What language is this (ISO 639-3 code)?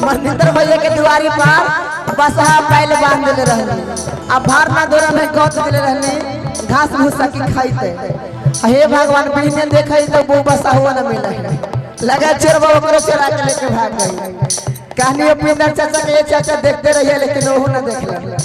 mag